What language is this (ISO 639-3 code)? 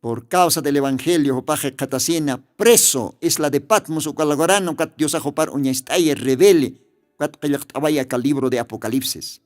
aym